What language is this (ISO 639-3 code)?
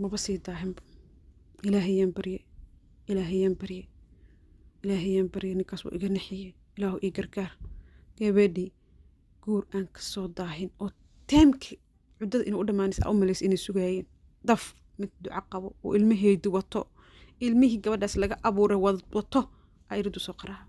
som